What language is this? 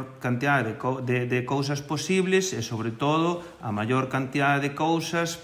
Galician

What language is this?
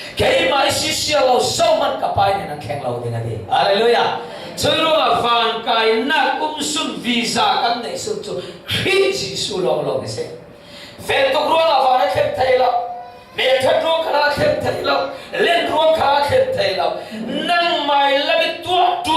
Falam Chin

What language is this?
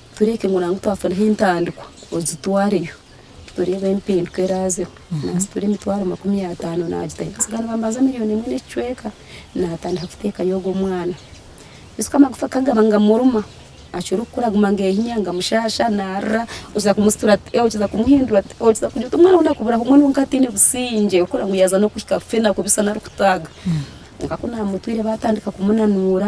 Nyankole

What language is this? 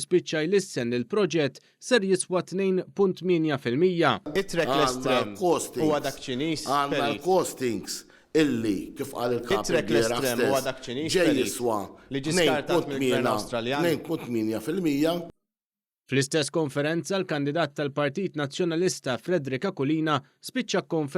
Maltese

